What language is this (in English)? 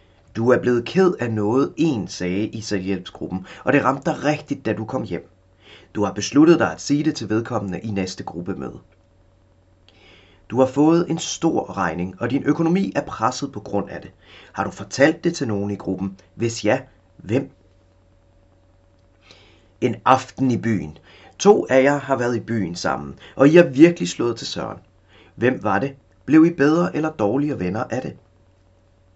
Danish